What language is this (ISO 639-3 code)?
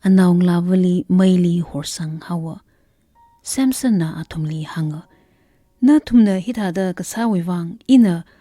nmf